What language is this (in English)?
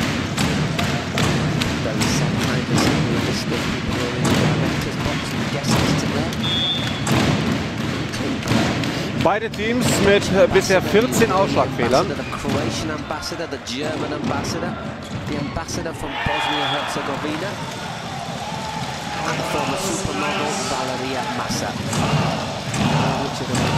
German